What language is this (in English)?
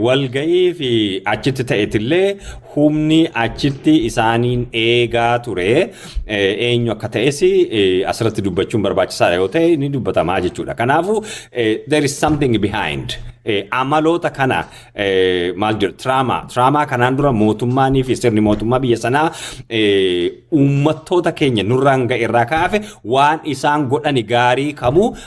Oromo